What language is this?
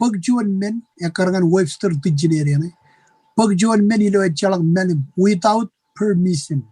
Marshallese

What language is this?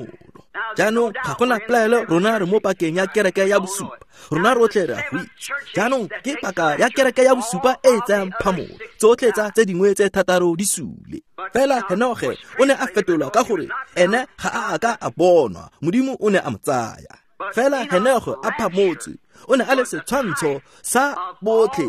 Tswana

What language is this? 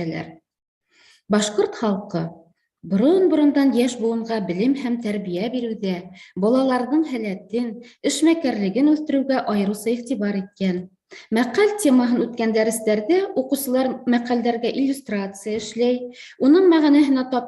Bashkir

